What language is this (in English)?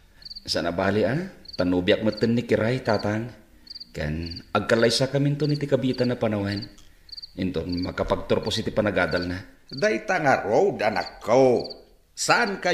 Iloko